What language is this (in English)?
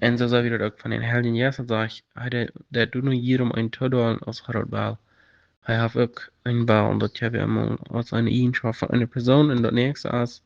Plautdietsch